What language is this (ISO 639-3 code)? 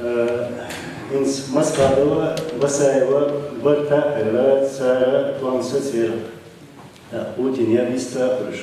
che